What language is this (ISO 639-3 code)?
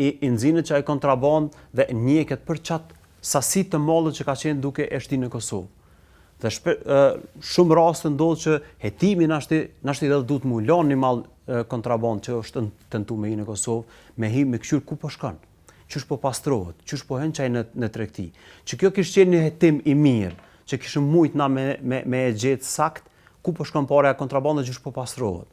sqi